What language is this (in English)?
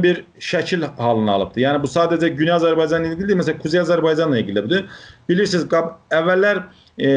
South Azerbaijani